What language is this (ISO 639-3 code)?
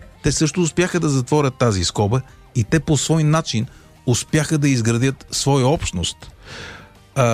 bul